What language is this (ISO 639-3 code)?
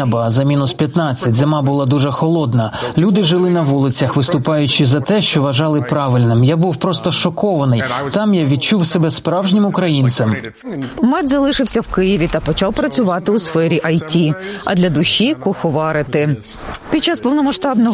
ukr